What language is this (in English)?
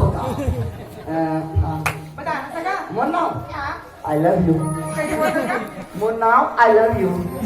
Chhattisgarhi